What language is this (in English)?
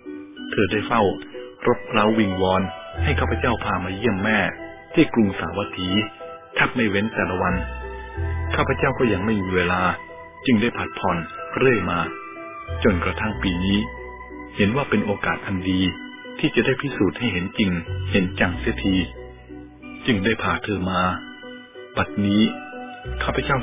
Thai